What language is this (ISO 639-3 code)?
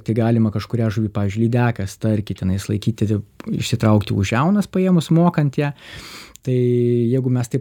lit